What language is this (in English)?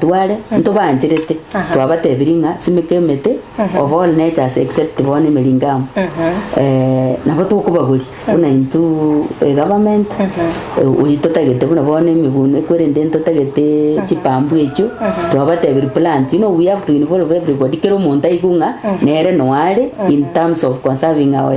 Gusii